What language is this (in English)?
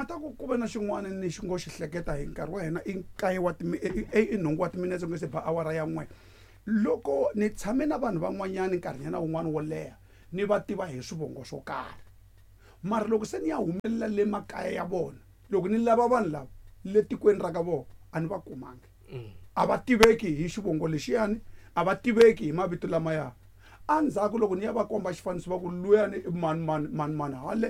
Tsonga